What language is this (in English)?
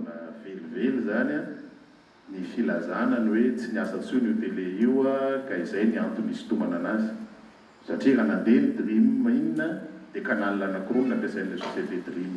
Malagasy